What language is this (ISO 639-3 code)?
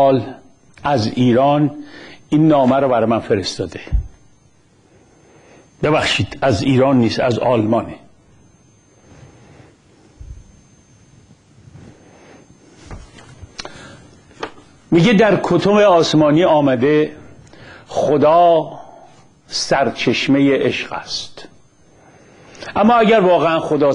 fas